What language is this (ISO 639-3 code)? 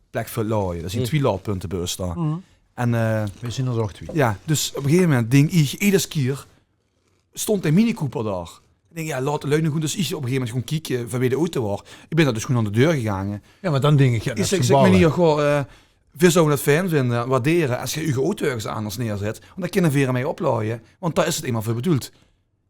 lim